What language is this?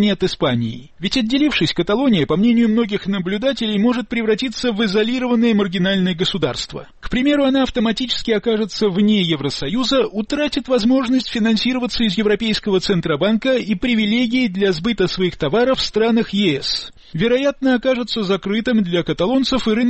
Russian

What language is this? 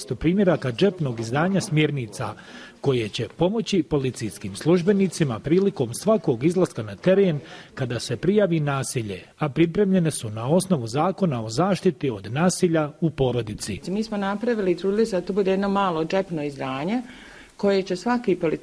Bosnian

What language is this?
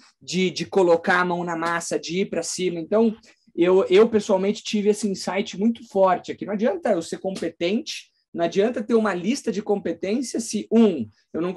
Portuguese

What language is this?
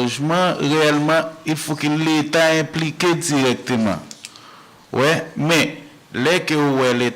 Haitian Creole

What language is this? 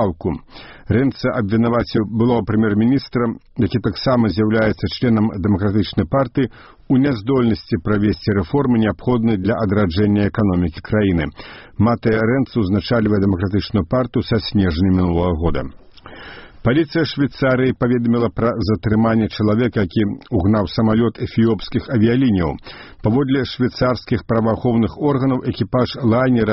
Belarusian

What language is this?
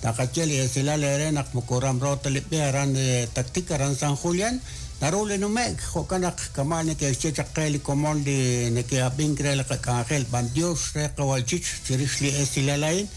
Kekchí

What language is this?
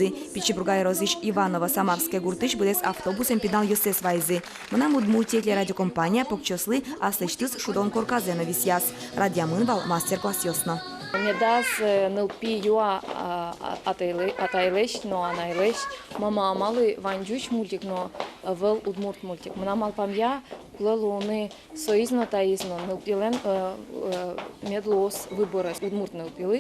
Udmurt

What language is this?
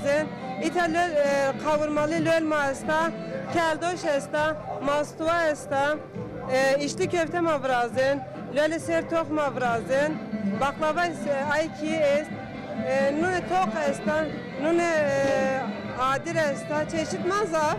Zaza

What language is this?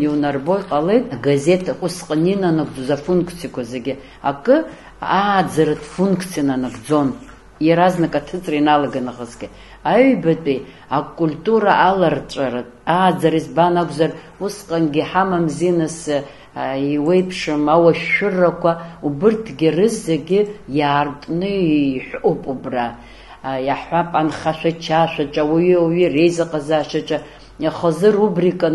Abkhazian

